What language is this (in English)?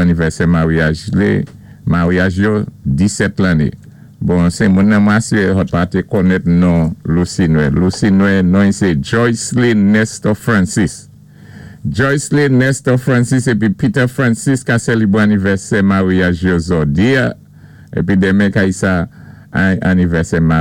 Saint Lucian Creole French